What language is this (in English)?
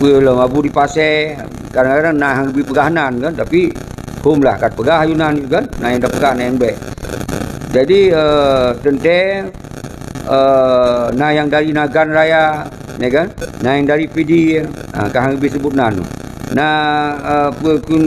Achinese